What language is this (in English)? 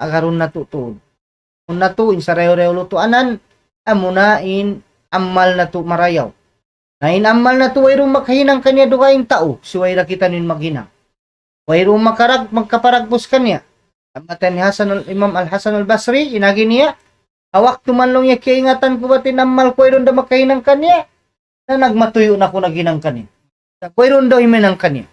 Tausug